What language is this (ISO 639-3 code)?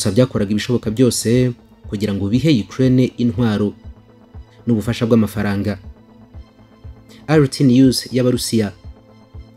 kin